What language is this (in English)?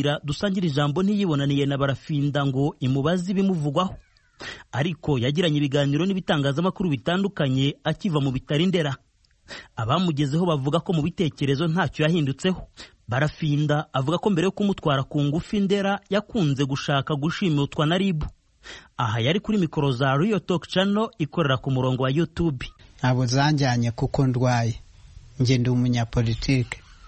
Kinyarwanda